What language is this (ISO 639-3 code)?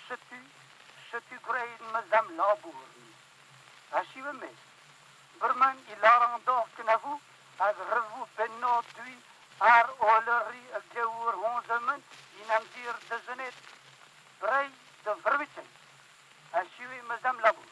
bre